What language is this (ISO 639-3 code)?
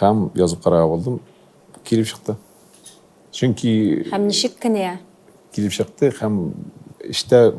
tat